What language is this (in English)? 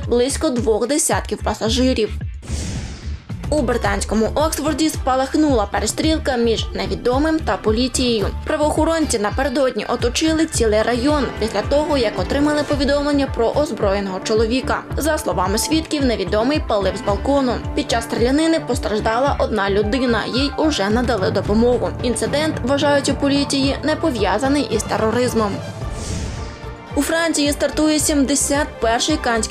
Ukrainian